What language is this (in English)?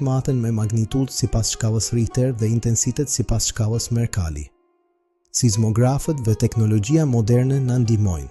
Albanian